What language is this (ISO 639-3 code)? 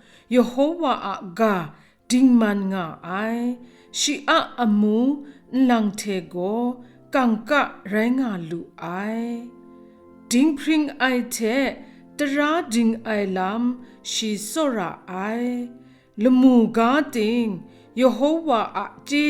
kac